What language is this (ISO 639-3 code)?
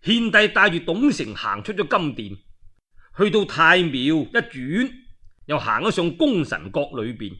yue